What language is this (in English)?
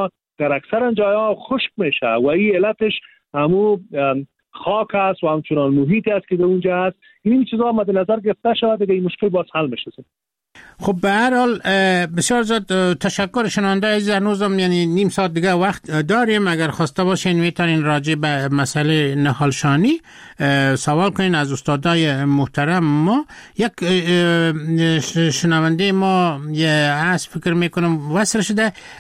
Persian